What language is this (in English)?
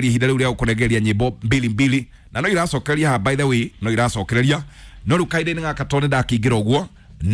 Kikuyu